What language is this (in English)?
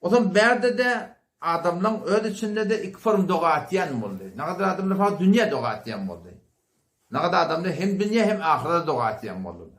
Turkmen